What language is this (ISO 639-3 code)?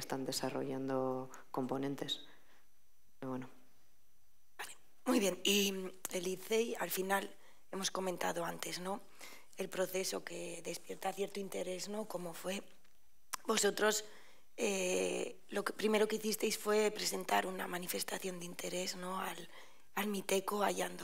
spa